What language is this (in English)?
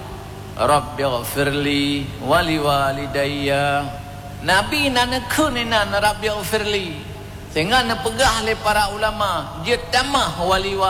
Achinese